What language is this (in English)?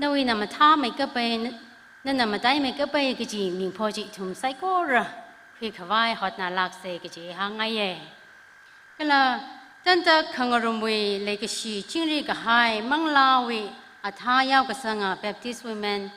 Tangkhul Naga (India)